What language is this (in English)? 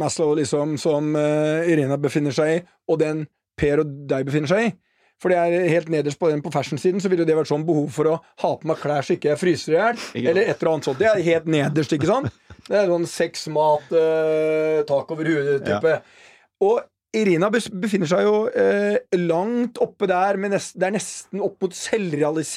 Norwegian